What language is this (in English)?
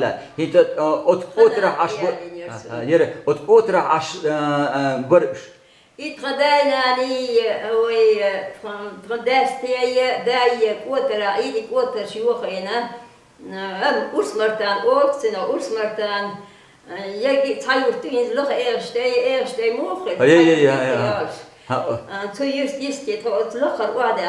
Chechen